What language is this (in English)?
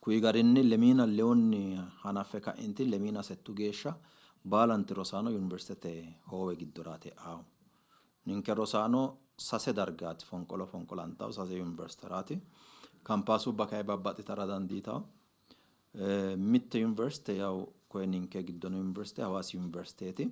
Sidamo